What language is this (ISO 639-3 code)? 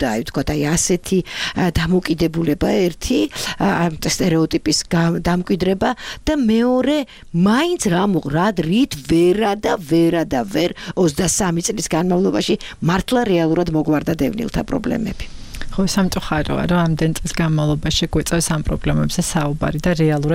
kat